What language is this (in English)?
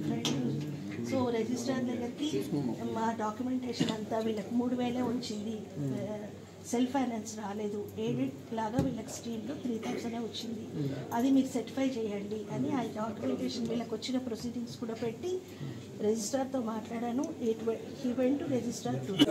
Telugu